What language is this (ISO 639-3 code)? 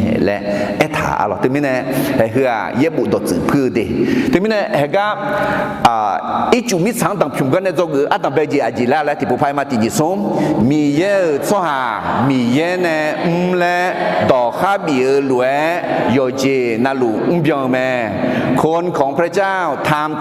ahk